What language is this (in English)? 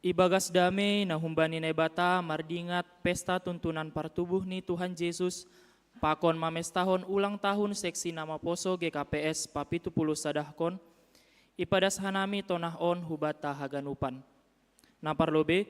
Batak Simalungun